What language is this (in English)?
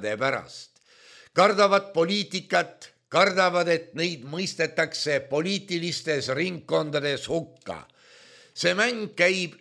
Estonian